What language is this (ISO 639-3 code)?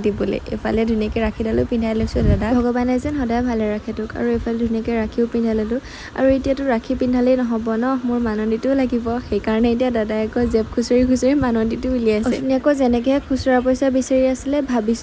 asm